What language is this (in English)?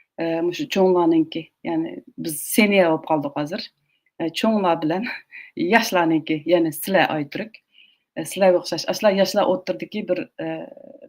Uyghur